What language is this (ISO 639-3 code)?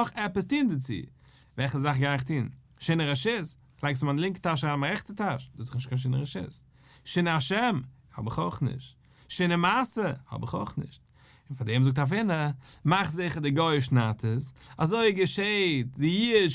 yid